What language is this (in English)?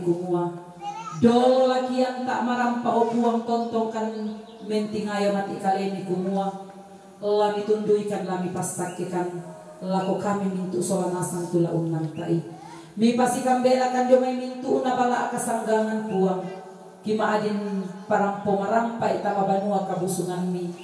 Toraja-Sa'dan